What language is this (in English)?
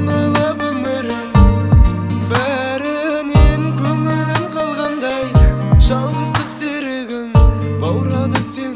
Kazakh